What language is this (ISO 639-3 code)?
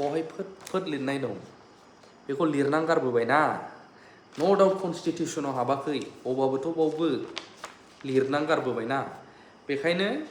brx